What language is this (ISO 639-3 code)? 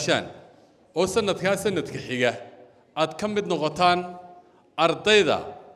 som